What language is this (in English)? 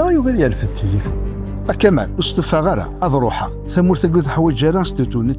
Kabyle